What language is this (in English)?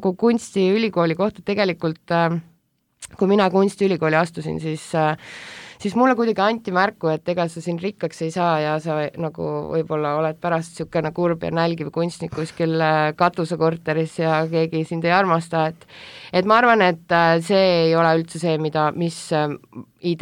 Estonian